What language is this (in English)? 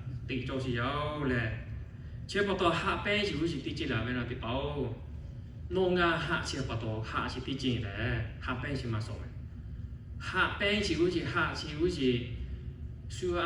Lahu